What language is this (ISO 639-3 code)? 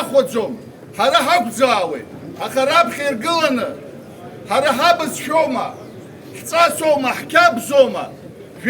abk